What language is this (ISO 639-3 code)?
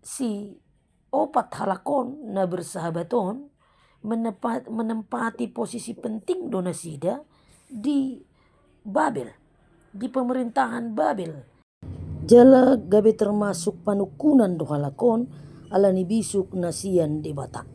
bbc